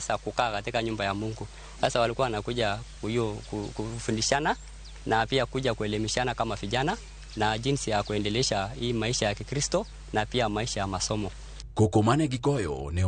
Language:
Luo (Kenya and Tanzania)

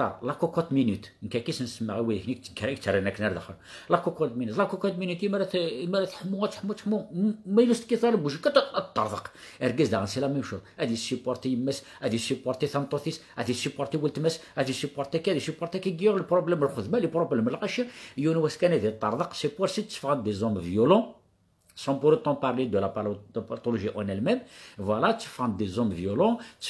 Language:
Kabyle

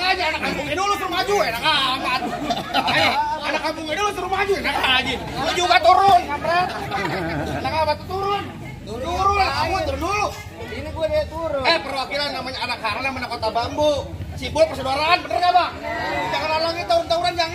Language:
Betawi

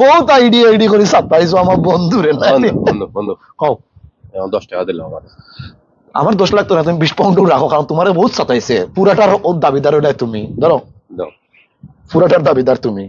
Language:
Sylheti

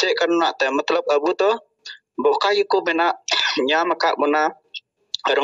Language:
Santali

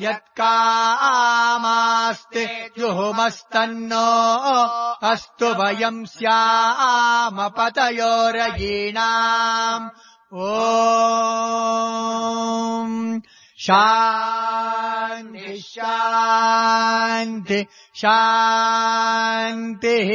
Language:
Sanskrit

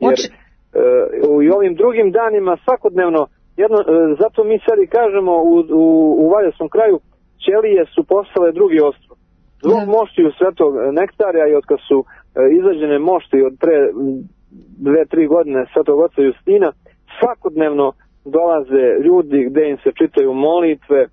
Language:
Serbian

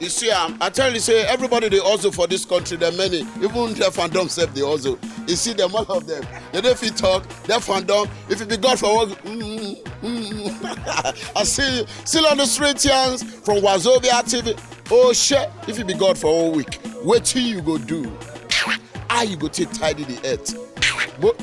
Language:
Nigerian Pidgin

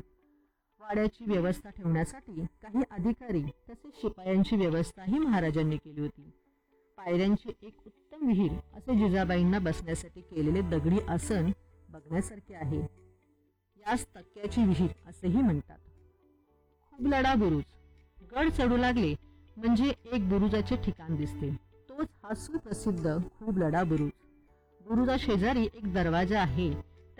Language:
Marathi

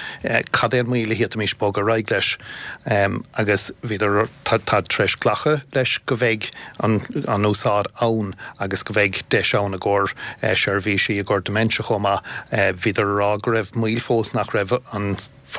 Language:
Irish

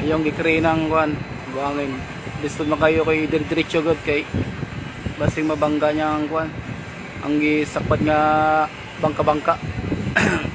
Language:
Cebuano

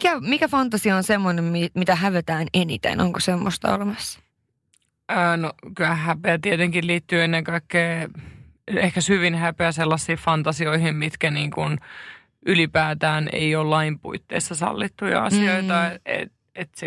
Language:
Finnish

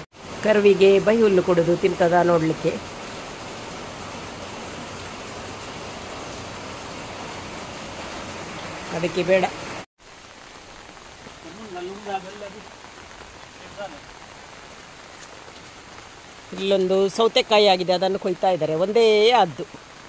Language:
Kannada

